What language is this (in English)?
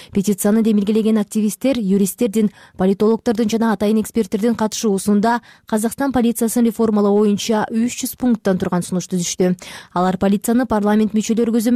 Kyrgyz